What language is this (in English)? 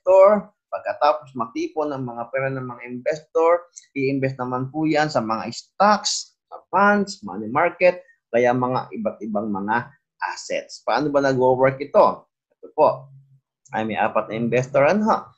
Filipino